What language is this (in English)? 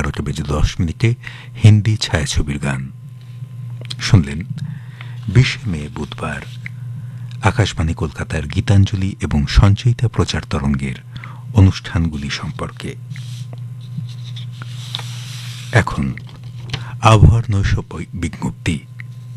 Bangla